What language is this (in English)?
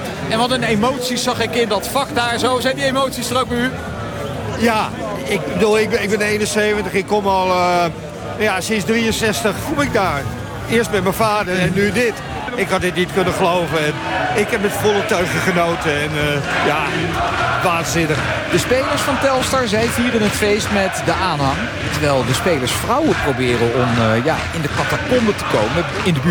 Dutch